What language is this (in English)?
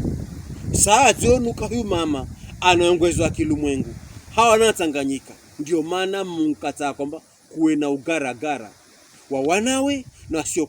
Pokomo